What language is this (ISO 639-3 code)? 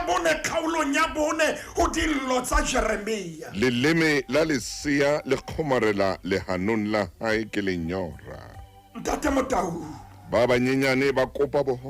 sot